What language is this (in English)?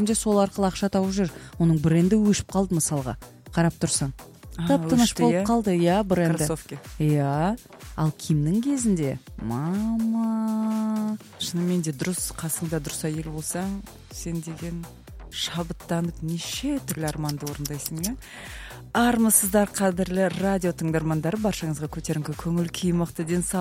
Kazakh